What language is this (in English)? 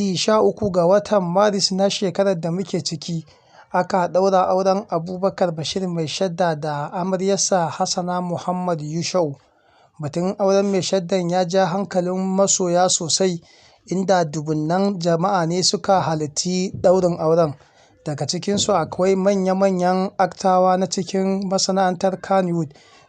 Hausa